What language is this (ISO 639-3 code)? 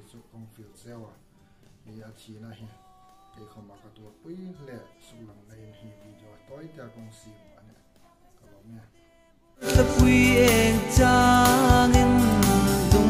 hmr